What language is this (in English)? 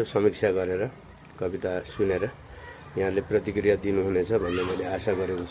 Nepali